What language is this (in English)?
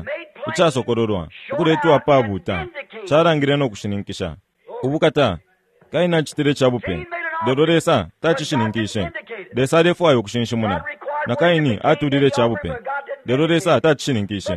Bemba